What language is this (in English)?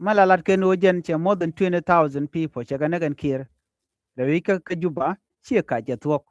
Nuer